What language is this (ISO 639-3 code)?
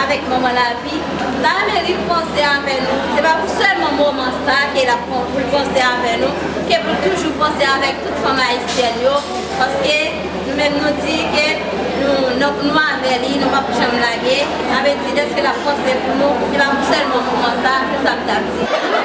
hat